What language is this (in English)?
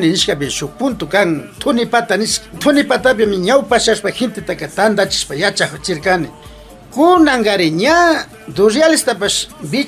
Imbabura Highland Quichua